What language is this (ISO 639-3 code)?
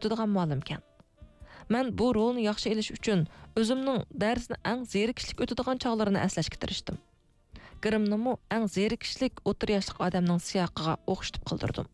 uig